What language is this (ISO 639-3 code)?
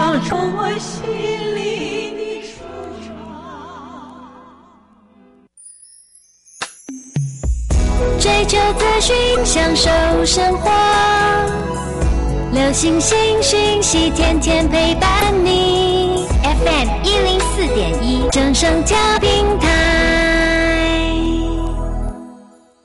zho